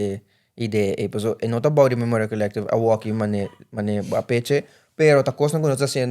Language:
Papiamento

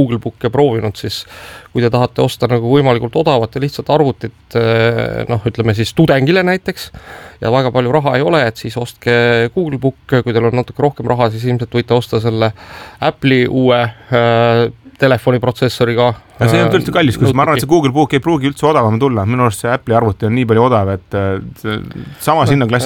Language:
Estonian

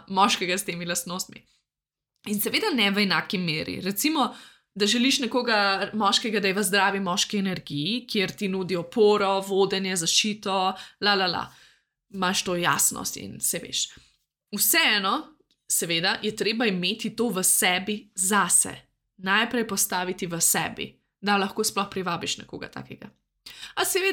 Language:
Slovenian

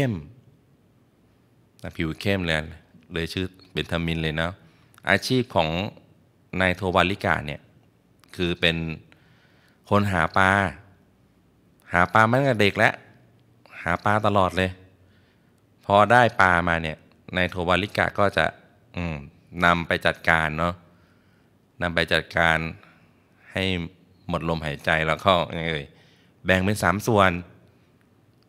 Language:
Thai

